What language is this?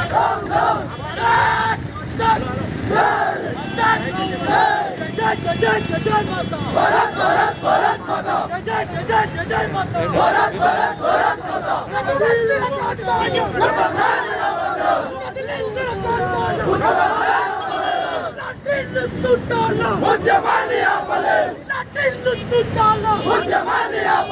Telugu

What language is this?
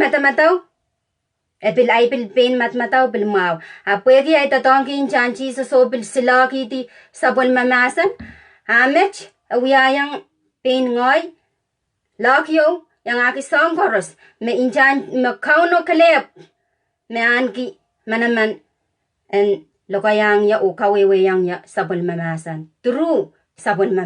Pohnpeian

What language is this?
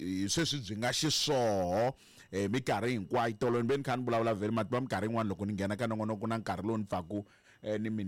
Tsonga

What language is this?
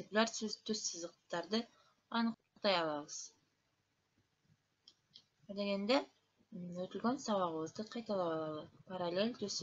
Kyrgyz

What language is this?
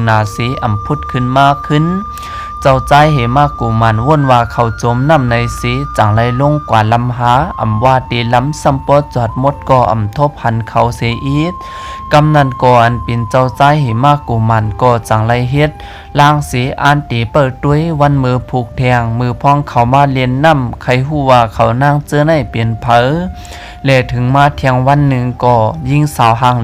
Shan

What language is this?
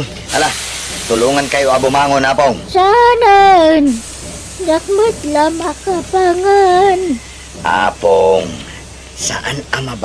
Iloko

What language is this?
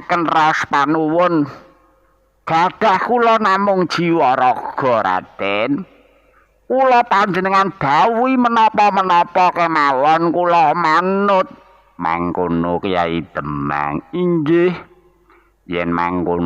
Javanese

